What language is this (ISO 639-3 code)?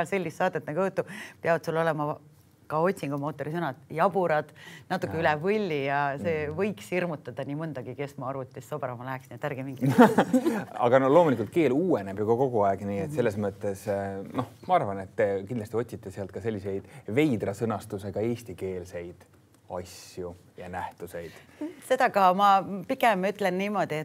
est